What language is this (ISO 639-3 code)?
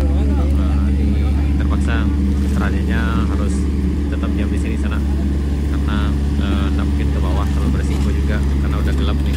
min